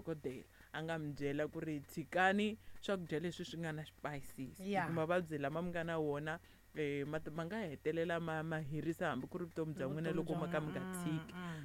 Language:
Tsonga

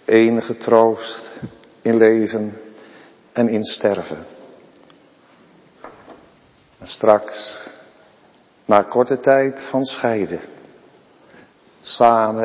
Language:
Dutch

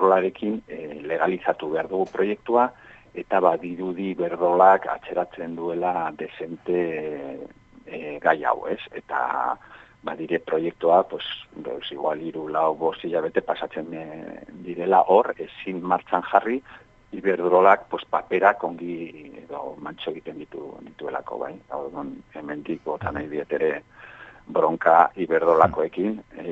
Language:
Basque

